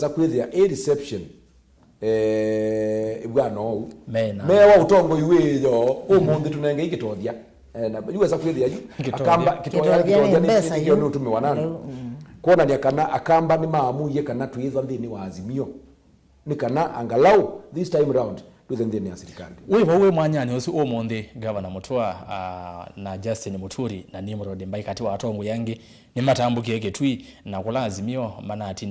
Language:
Kamba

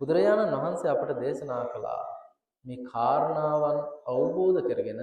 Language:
Sinhala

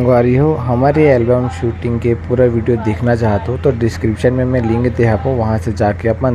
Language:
Chhattisgarhi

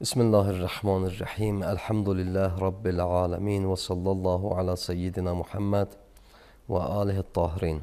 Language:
Azerbaijani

